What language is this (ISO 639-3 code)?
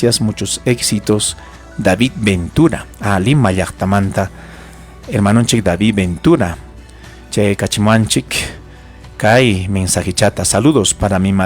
quy